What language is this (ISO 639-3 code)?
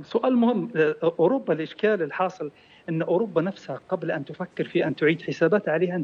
ara